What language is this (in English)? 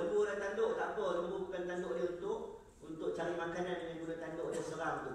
Malay